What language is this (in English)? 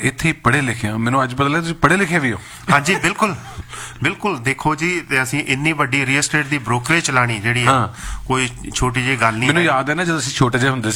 Punjabi